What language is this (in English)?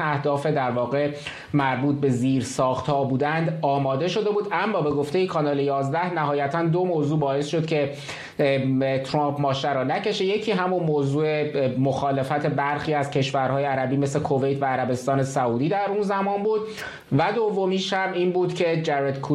Persian